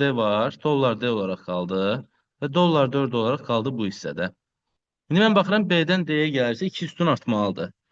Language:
Azerbaijani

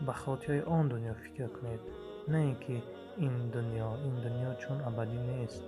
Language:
Tajik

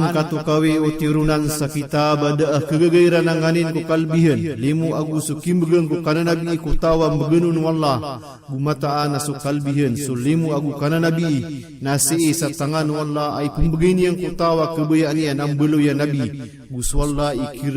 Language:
Maranao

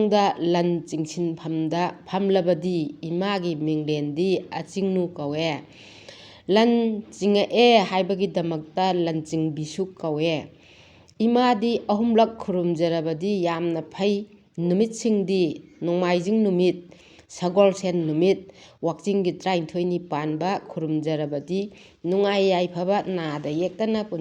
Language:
Manipuri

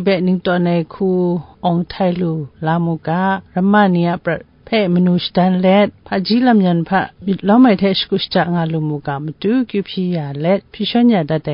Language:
Kachin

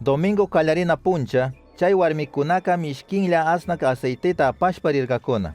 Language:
Chimborazo Highland Quichua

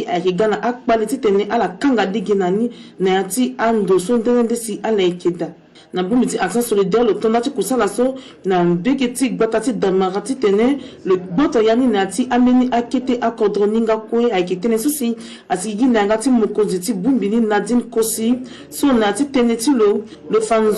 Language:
Sango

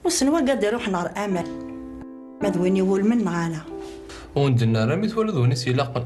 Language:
Kabyle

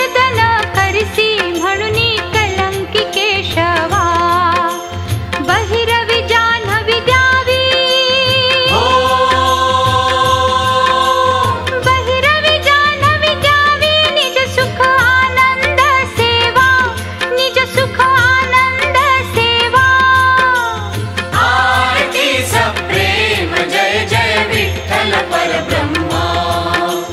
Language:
Marathi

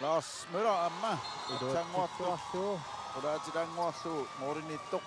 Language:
Kalaallisut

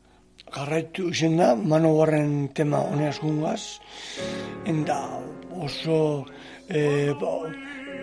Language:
Basque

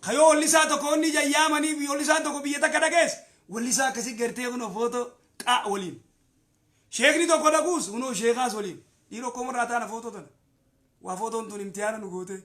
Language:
Oromo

